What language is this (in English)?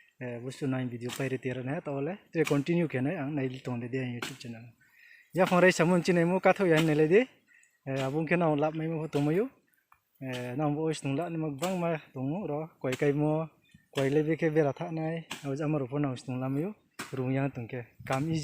Riang (India)